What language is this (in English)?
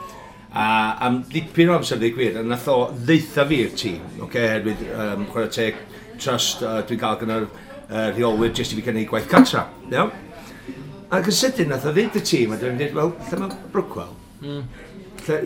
Welsh